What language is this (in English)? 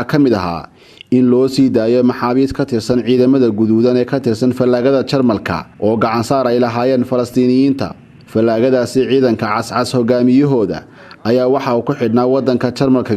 Somali